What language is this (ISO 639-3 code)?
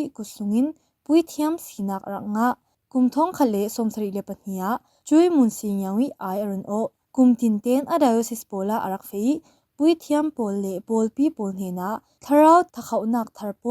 cfm